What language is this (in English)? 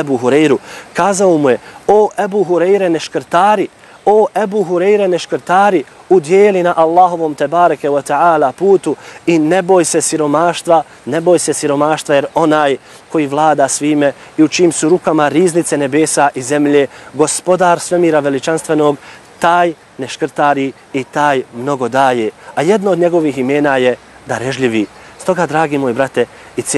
Bosnian